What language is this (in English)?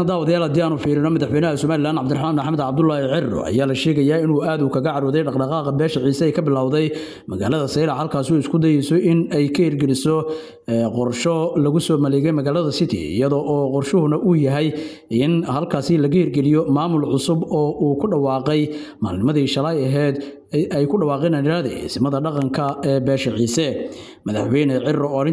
Somali